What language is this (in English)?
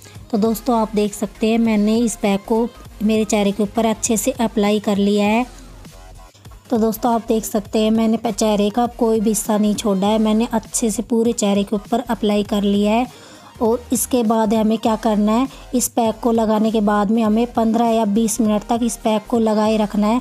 Hindi